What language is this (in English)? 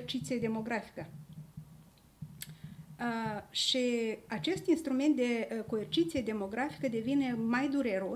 Romanian